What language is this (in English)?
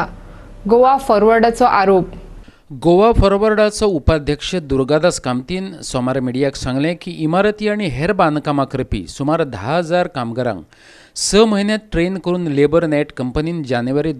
Konkani